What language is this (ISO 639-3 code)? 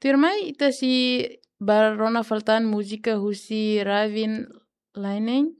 tet